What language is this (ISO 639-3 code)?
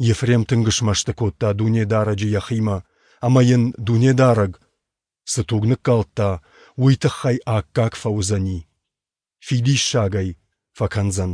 oss